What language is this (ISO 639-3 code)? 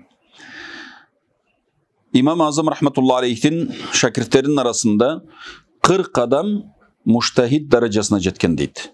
kir